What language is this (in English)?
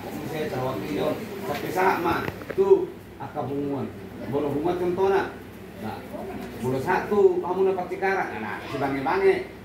Batak Toba